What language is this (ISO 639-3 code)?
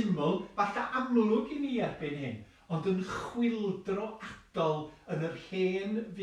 cym